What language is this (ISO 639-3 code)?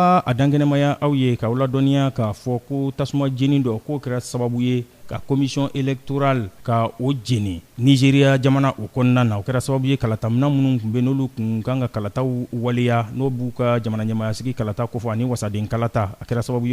bam